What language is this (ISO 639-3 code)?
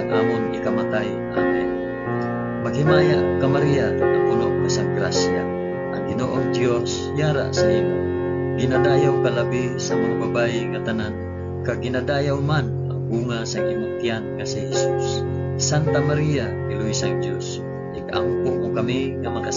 hil